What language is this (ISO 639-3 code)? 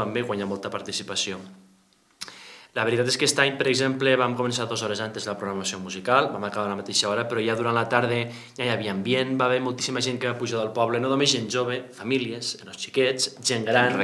cat